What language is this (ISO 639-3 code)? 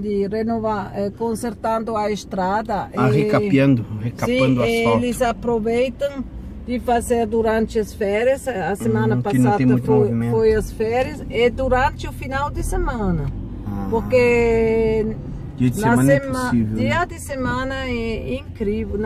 por